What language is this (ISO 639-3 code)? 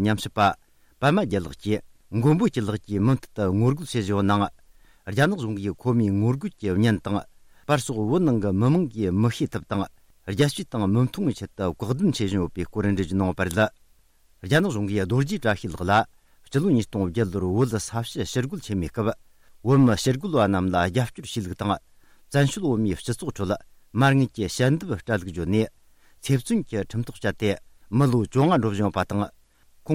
bod